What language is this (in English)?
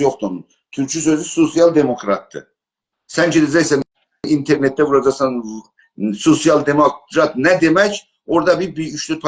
South Azerbaijani